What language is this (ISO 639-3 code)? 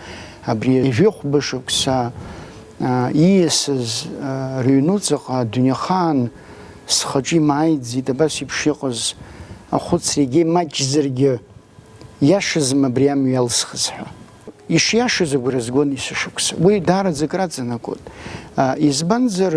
abk